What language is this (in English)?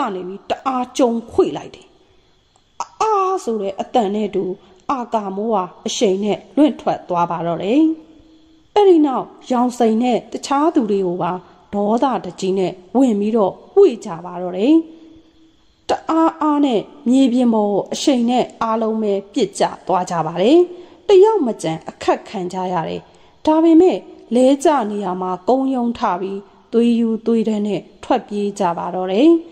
Burmese